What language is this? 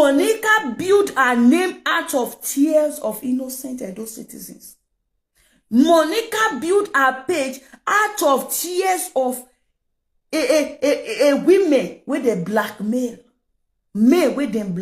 Nigerian Pidgin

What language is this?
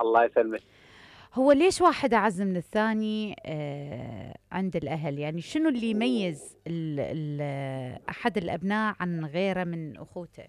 Mesopotamian Arabic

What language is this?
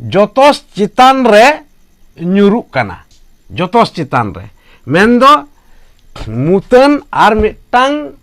Santali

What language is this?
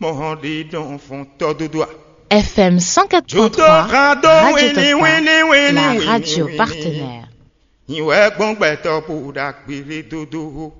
Fon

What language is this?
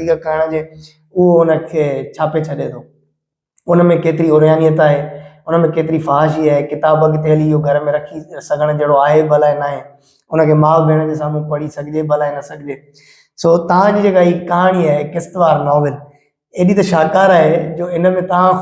Sindhi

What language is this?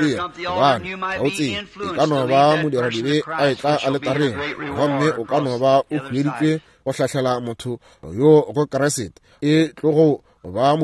Northern Sotho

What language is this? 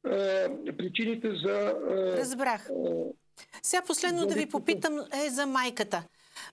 Bulgarian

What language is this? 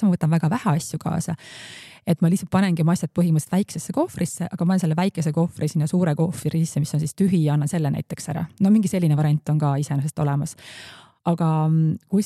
Estonian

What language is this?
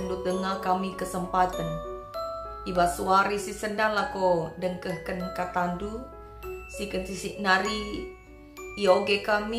Batak Karo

